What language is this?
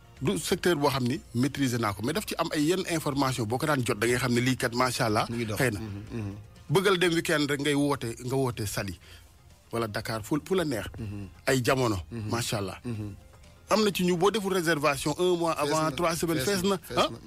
Wolof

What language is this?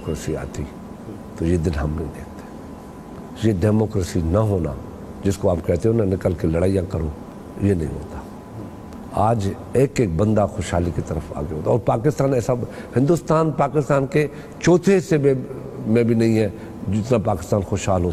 Urdu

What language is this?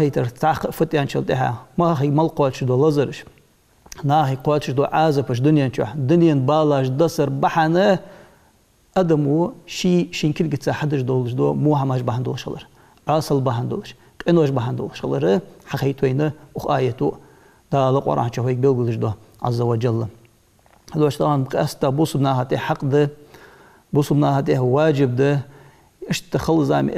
Ingush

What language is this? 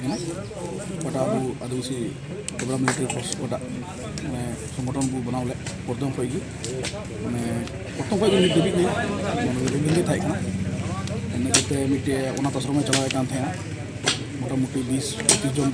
Santali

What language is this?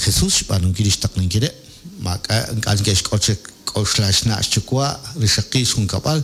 Kekchí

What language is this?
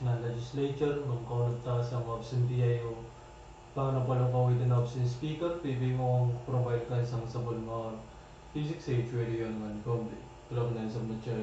Pohnpeian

